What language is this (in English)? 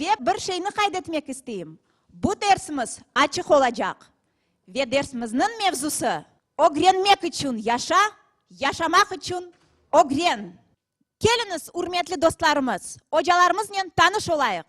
Crimean Tatar